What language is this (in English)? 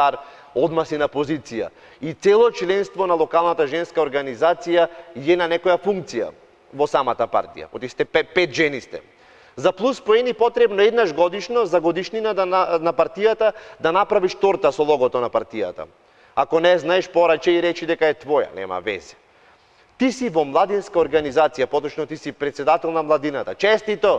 Macedonian